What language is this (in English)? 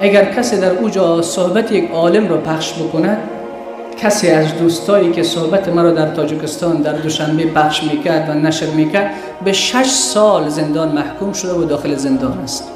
Persian